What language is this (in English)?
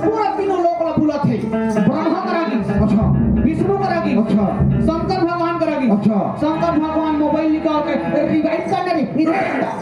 Chhattisgarhi